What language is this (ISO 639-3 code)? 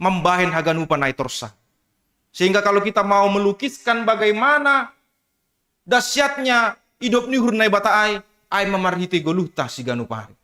bts